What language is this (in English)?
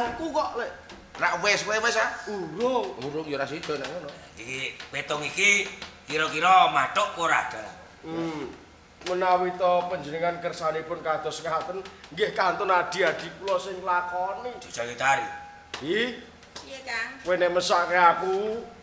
Javanese